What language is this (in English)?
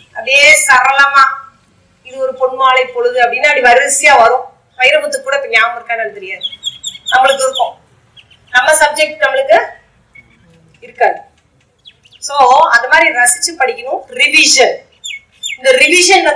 Tamil